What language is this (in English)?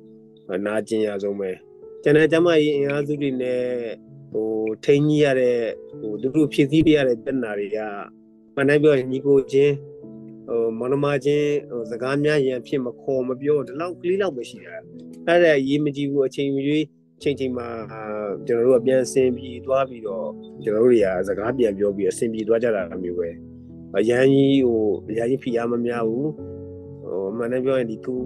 Burmese